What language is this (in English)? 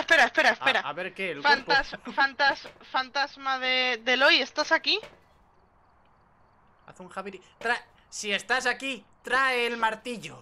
Spanish